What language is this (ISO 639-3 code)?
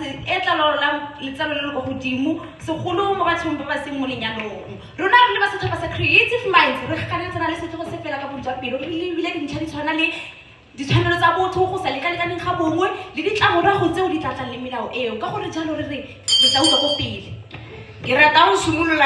tsn